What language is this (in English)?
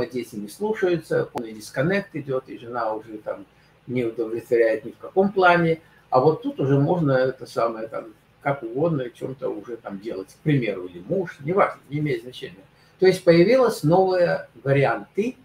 Russian